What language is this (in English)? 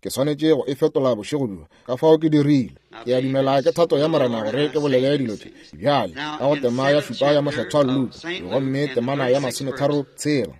Northern Sotho